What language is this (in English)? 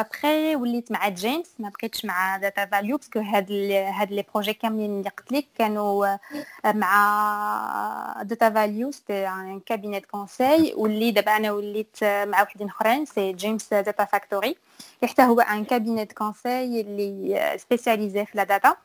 Moroccan Arabic